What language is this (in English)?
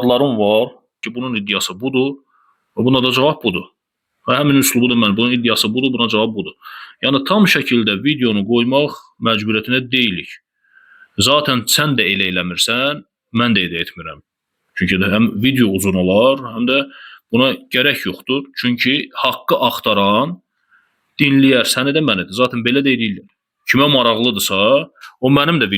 Azerbaijani